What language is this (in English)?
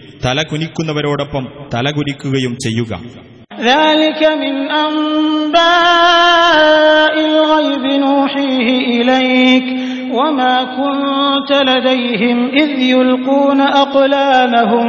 Malayalam